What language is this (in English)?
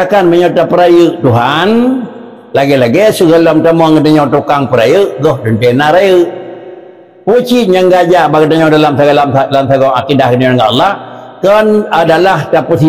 Achinese